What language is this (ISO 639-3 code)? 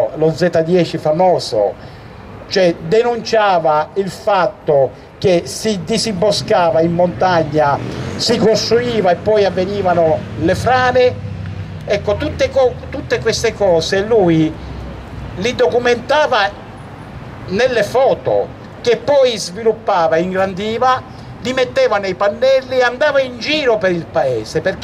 ita